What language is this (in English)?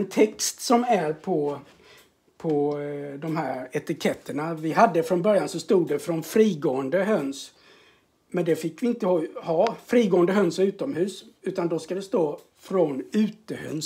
Swedish